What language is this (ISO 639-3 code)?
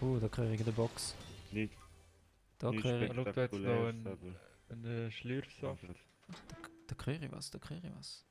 gsw